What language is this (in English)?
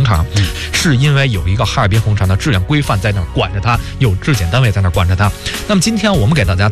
Chinese